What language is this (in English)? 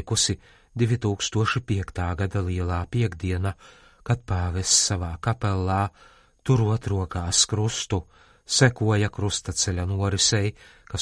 Latvian